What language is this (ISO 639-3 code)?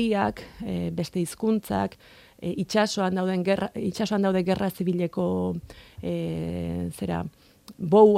eus